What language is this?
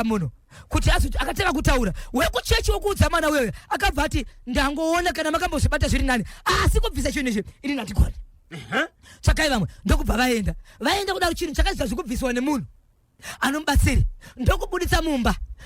Shona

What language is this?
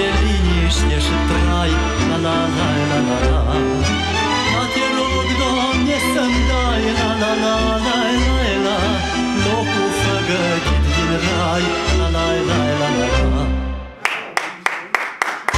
Romanian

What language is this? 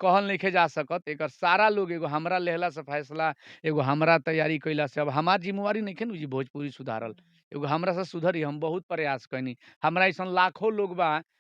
Bhojpuri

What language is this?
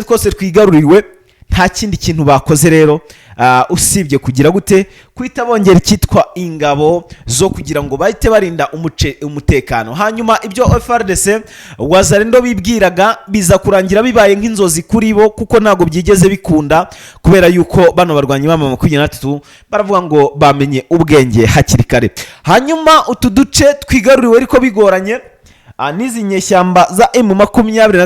Kinyarwanda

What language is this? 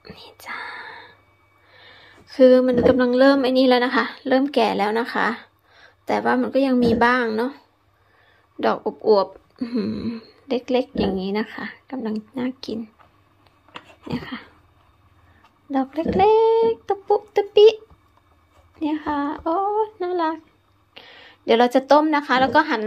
Thai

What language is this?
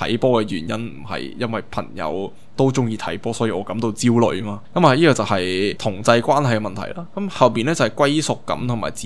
Cantonese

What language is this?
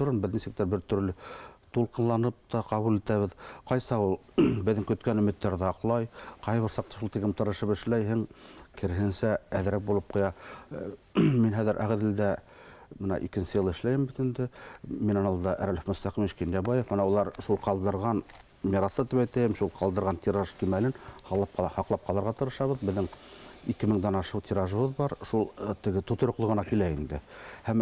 Bashkir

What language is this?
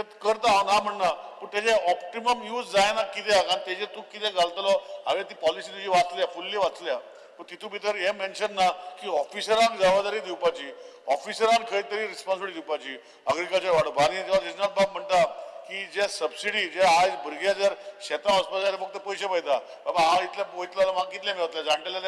Konkani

